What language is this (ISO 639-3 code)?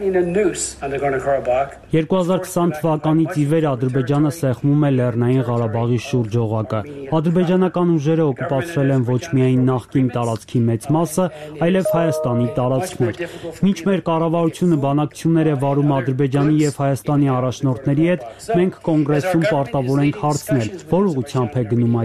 hye